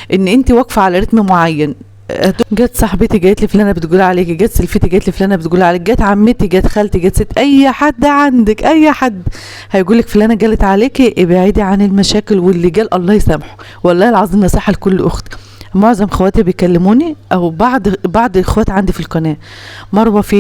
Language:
Egyptian Arabic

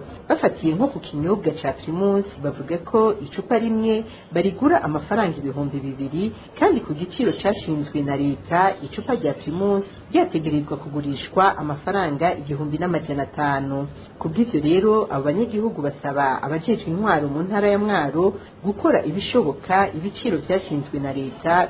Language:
Rundi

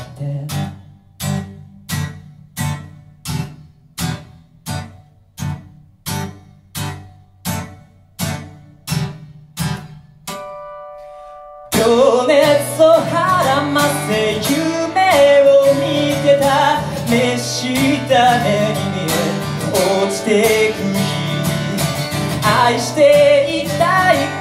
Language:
Japanese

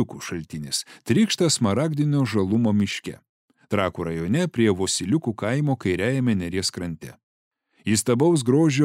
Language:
Lithuanian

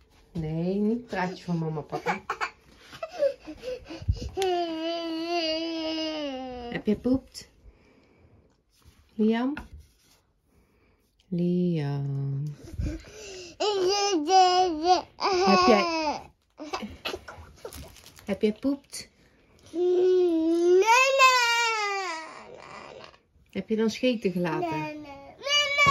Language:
Dutch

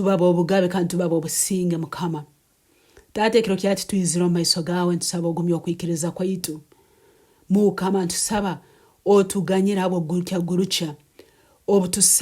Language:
Nyankole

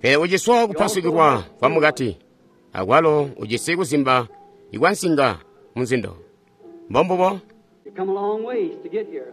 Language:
Tonga (Zambia)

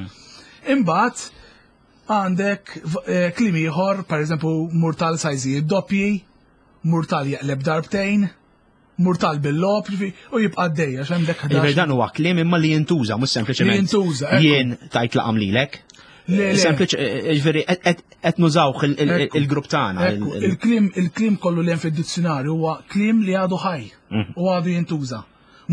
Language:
Maltese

